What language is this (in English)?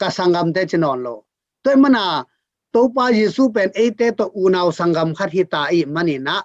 Tedim Chin